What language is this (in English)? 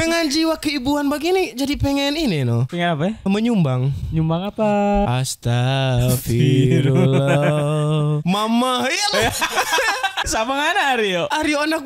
Manado Malay